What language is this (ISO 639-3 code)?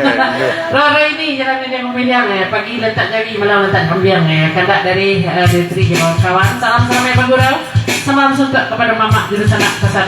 min